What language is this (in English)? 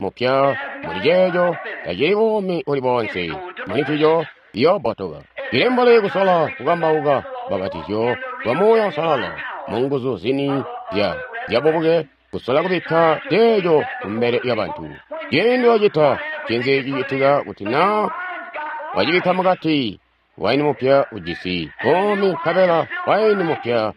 Tonga (Zambia)